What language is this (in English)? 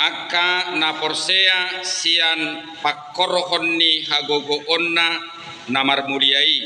Batak Toba